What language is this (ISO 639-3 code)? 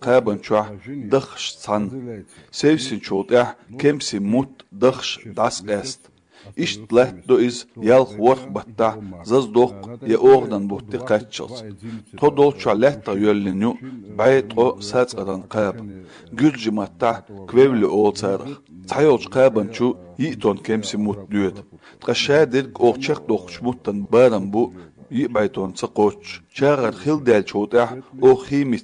che